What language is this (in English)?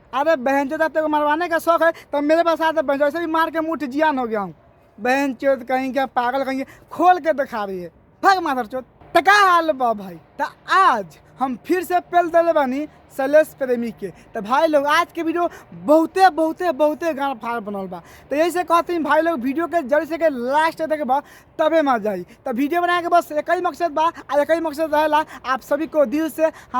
Bhojpuri